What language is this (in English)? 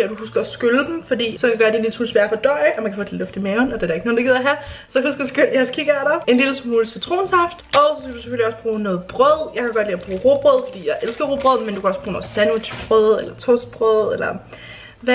Danish